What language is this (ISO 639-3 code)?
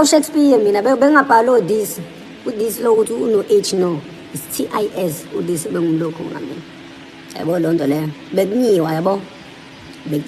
zul